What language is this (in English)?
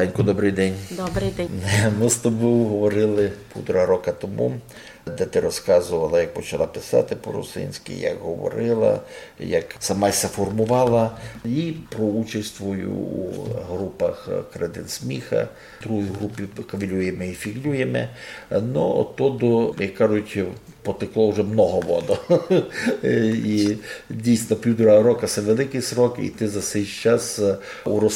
Rusyn